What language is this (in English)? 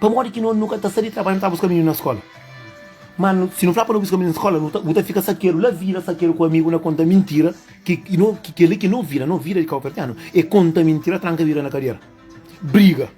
Kabuverdianu